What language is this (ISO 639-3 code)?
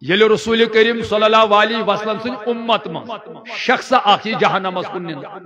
kas